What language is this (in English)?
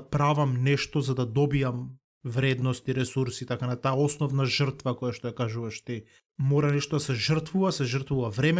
Macedonian